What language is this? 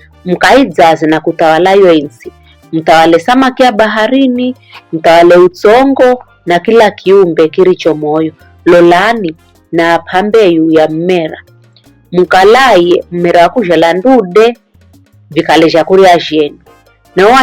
Giryama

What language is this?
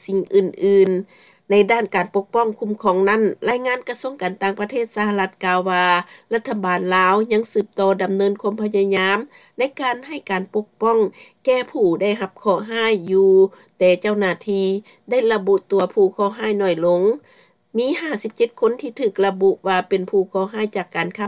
Lao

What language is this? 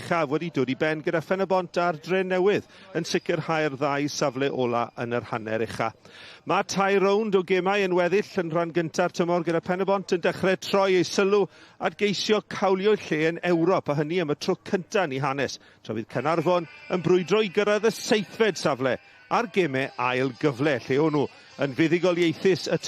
Welsh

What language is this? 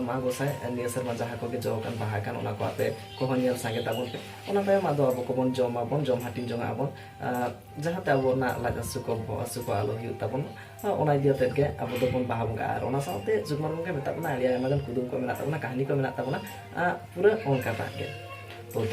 Santali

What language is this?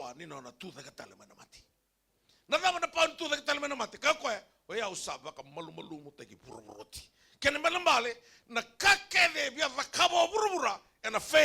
Fijian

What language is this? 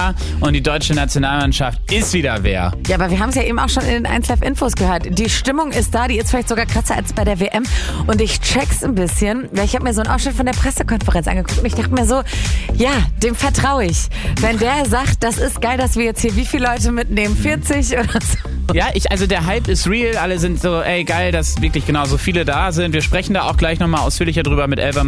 German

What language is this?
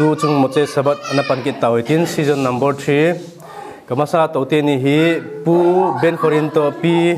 Thado Chin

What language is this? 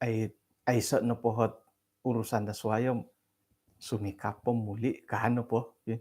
Central Dusun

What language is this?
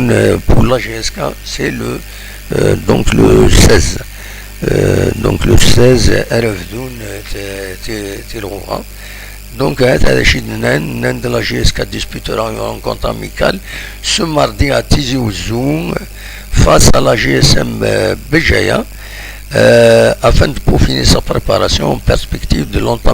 Kabyle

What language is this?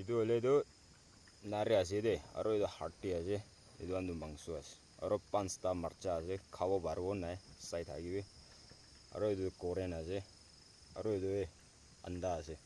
Naga Pidgin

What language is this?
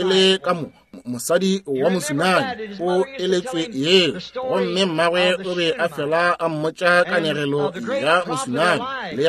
Northern Sotho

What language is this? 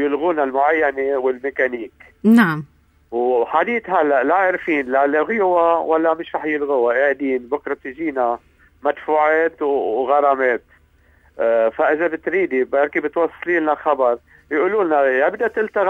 North Levantine Arabic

